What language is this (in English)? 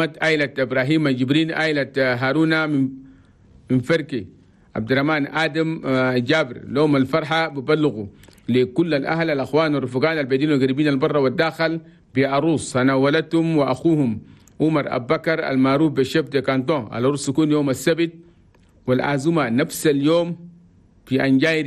Chadian Arabic